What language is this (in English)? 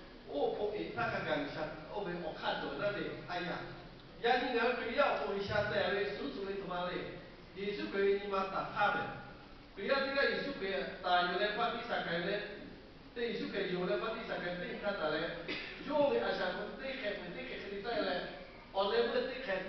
Lahu